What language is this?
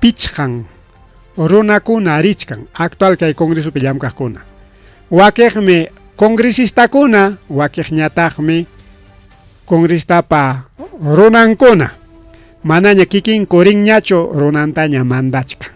Ayacucho Quechua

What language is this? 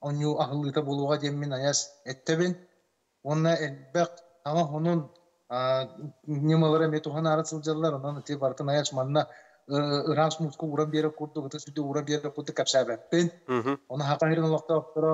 Yakut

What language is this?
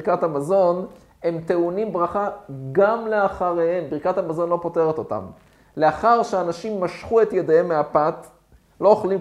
Hebrew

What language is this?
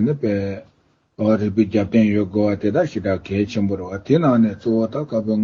Tibetan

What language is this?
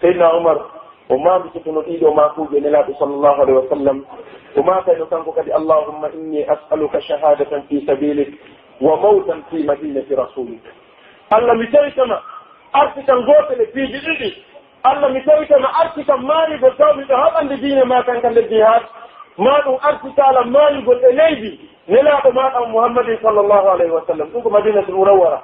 Pular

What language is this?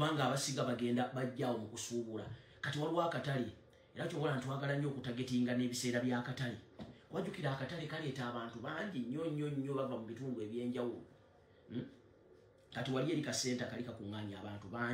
Ganda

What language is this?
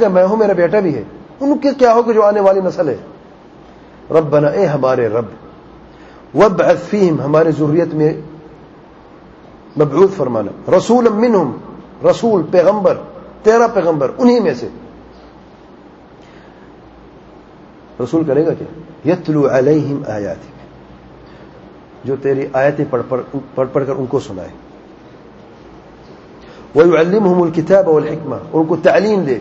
Urdu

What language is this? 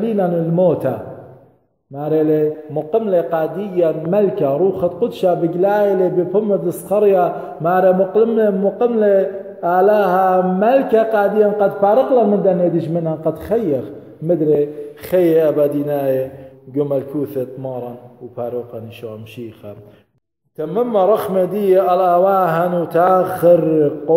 Assyrian Neo-Aramaic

